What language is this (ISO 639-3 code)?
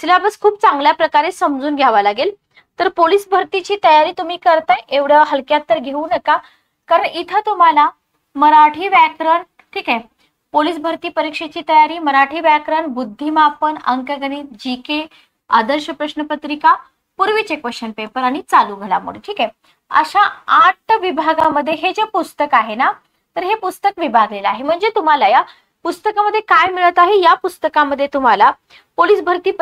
mar